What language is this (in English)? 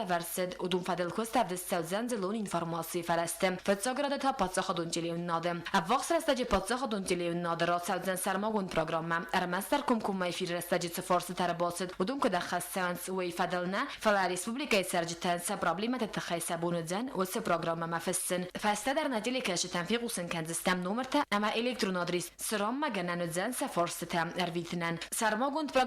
Ossetic